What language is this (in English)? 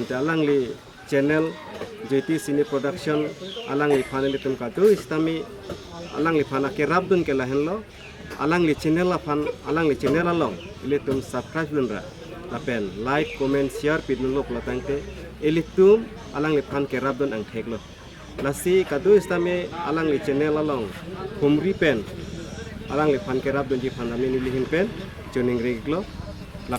Karbi